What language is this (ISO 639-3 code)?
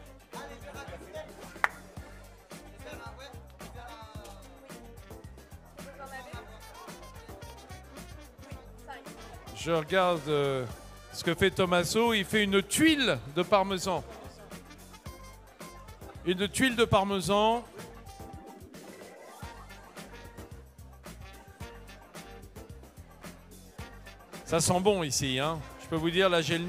fra